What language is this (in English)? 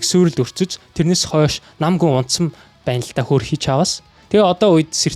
Mongolian